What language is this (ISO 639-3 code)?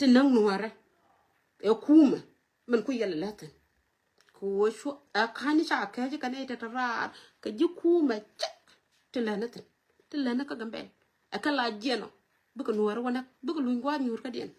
nus